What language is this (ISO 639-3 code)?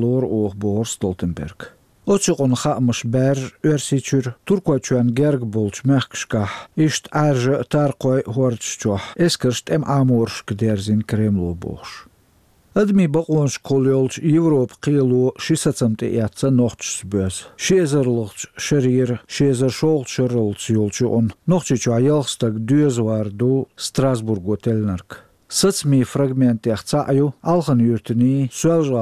che